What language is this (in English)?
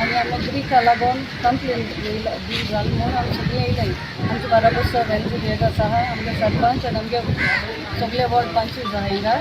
Konkani